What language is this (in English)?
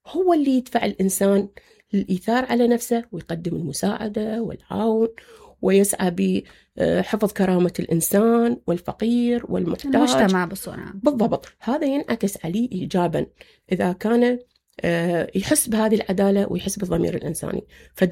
Mesopotamian Arabic